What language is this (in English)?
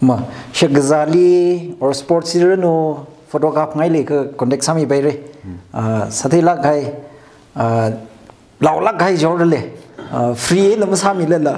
Tangkhul Naga (India)